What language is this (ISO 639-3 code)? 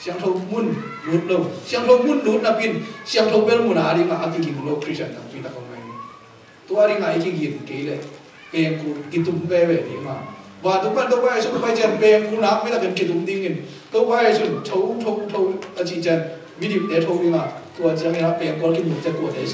ctd